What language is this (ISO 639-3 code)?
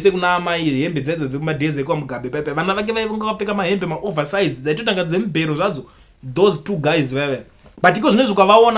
sna